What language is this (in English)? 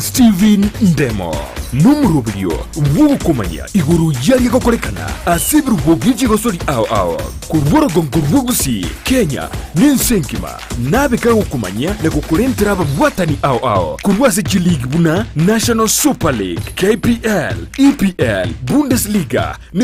Gusii